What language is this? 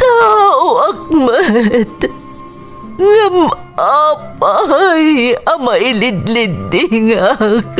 Iloko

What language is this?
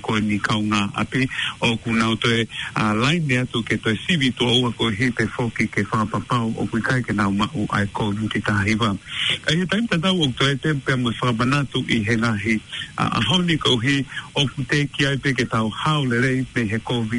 Tongan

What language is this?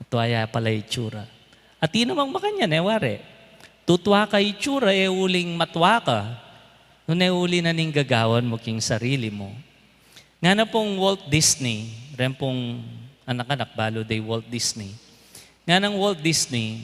Pampanga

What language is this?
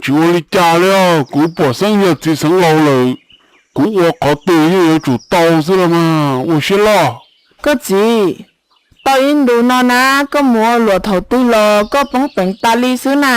Hmong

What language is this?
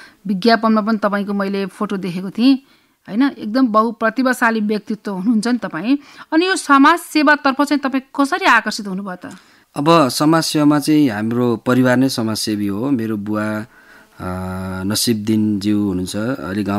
Nepali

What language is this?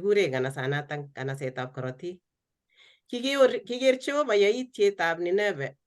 Kalenjin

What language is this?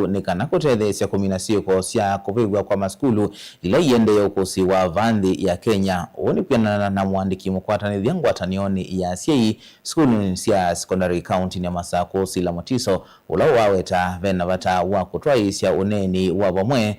Kamba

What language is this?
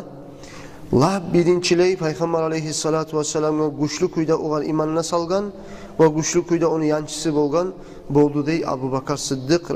Kumyk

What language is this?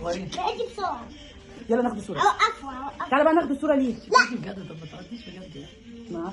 Egyptian Arabic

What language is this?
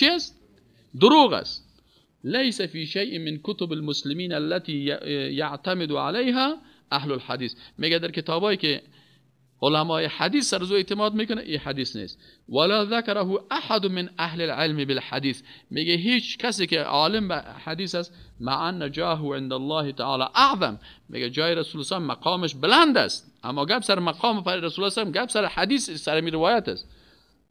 Persian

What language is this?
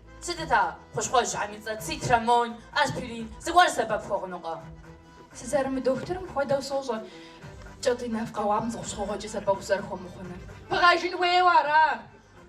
Kabardian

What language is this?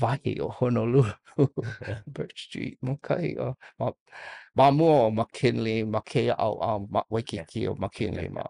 Hawaiian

